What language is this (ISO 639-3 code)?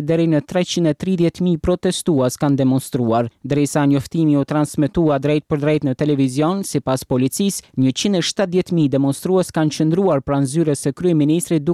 sqi